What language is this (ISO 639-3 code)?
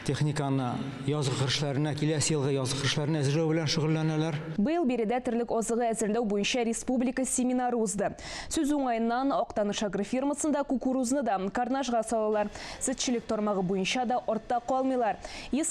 tat